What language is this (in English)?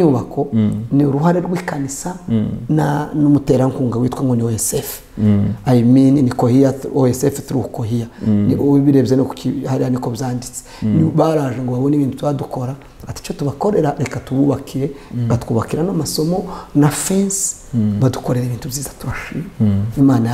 Kinyarwanda